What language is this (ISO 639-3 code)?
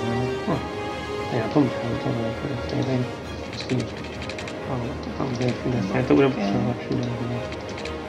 ces